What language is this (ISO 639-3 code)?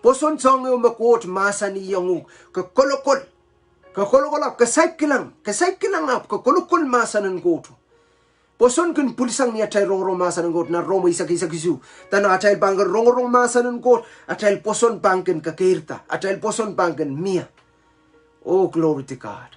pon